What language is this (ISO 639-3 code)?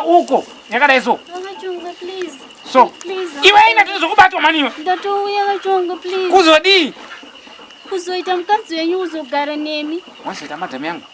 sna